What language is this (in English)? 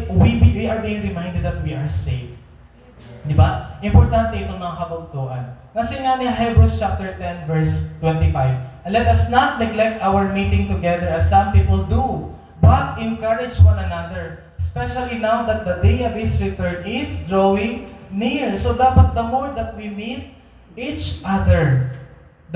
Waray